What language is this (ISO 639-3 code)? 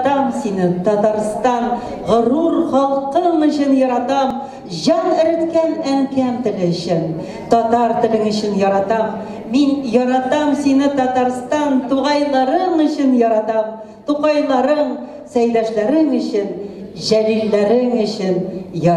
tat